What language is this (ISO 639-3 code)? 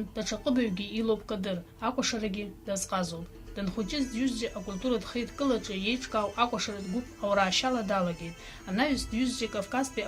abk